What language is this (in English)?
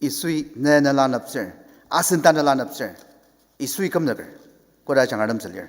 Ao Naga